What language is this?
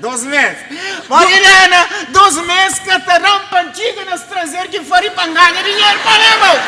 Kabuverdianu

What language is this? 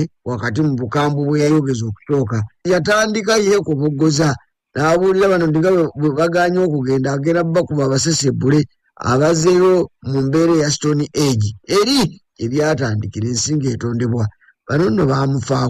Ganda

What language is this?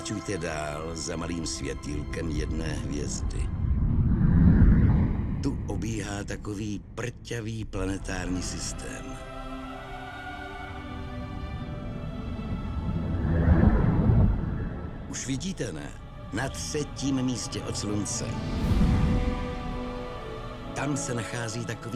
Czech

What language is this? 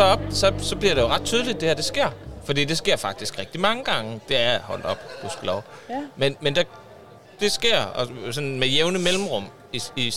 Danish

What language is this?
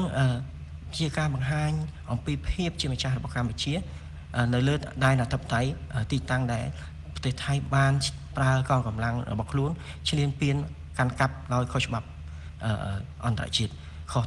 Khmer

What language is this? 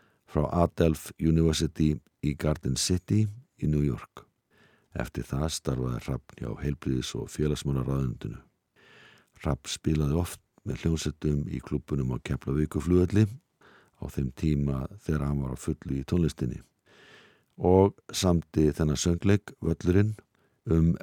Icelandic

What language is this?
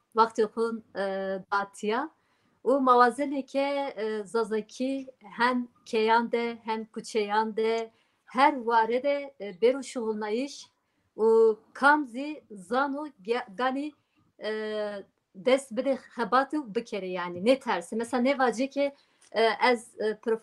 Zaza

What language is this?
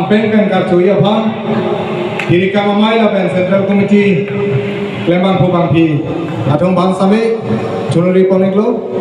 Karbi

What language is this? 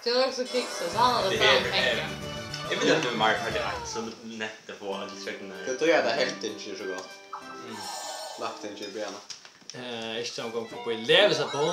Faroese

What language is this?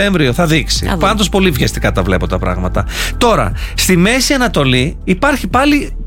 Greek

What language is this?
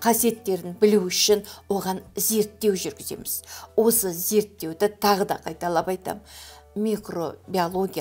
Kazakh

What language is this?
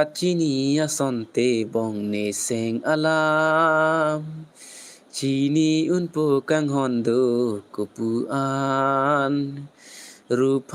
Karbi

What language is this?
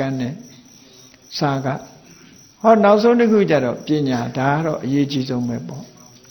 Burmese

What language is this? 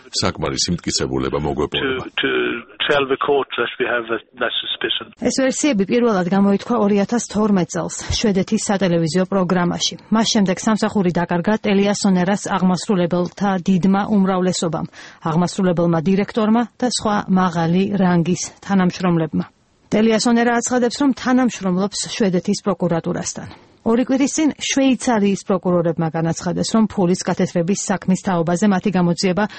Georgian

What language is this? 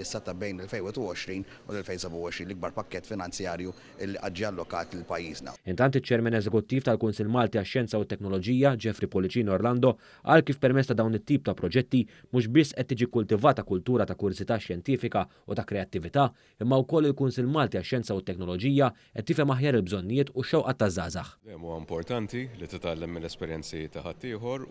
Maltese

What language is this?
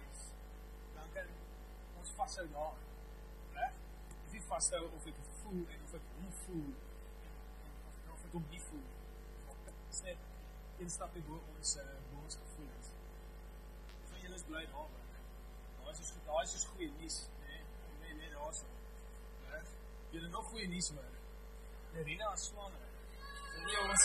Afrikaans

